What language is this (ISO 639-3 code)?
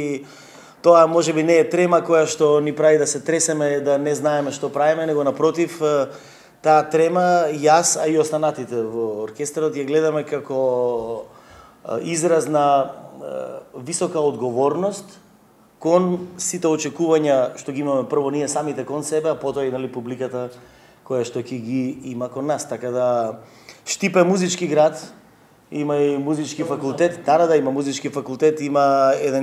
mkd